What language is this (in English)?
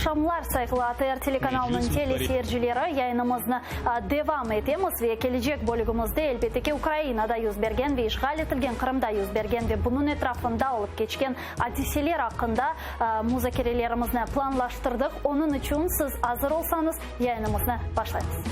Crimean Tatar